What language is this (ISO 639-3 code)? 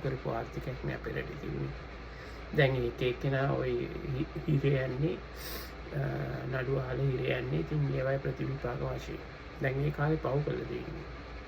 sin